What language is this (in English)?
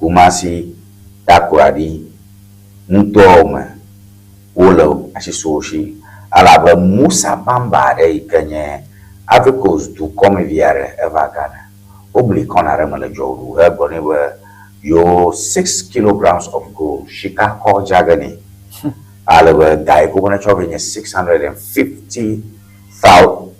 Ewe